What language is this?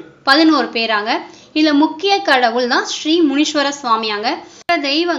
Tamil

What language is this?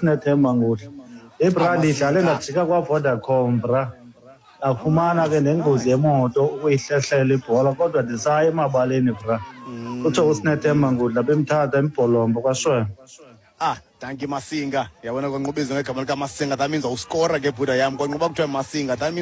Xhosa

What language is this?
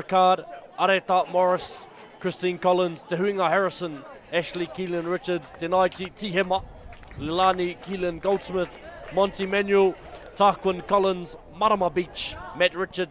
Māori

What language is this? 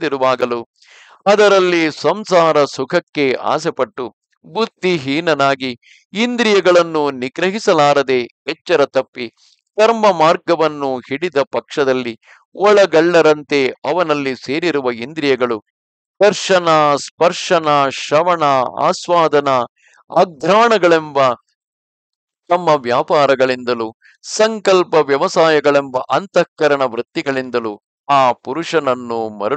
Kannada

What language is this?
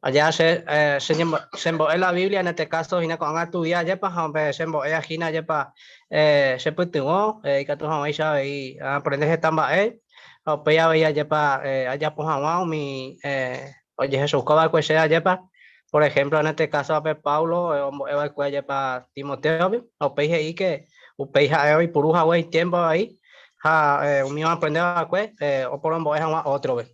Guarani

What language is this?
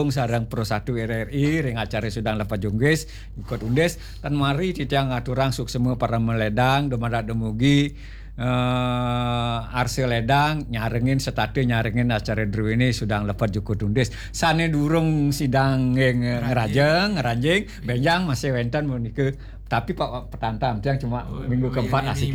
Balinese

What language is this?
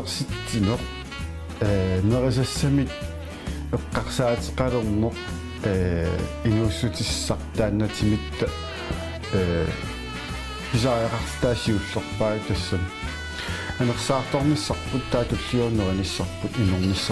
Kalaallisut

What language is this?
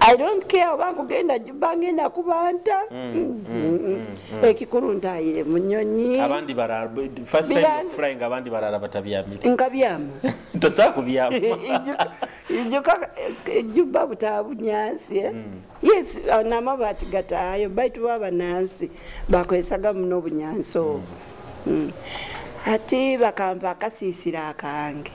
Nyoro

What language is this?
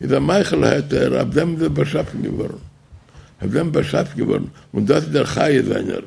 Yiddish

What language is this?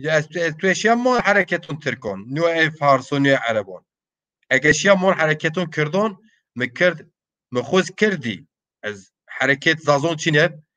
Zaza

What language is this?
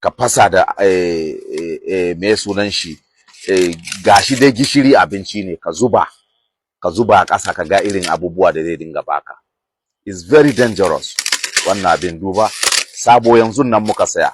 Hausa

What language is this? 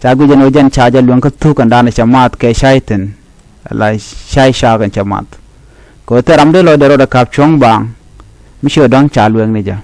Nuer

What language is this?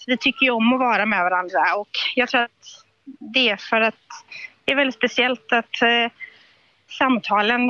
Swedish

